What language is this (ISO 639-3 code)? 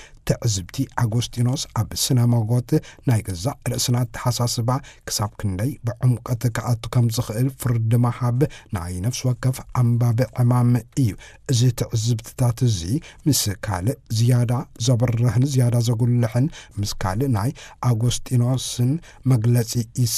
tir